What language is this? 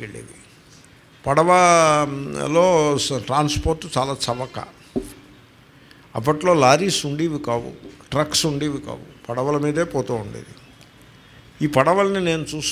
Telugu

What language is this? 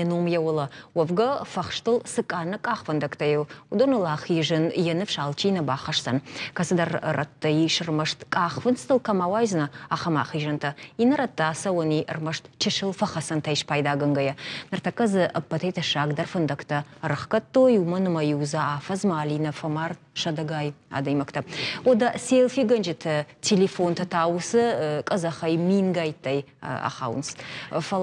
Ossetic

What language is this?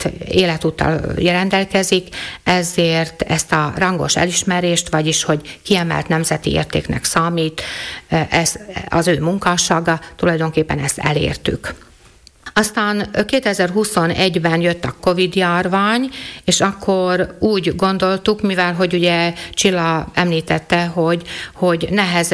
Hungarian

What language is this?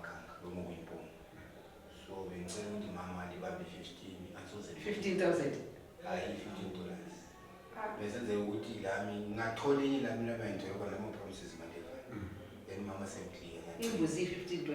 North Ndebele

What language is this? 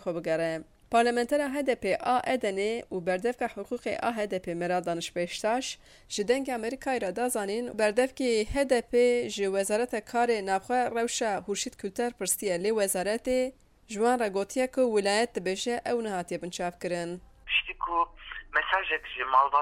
Kurdish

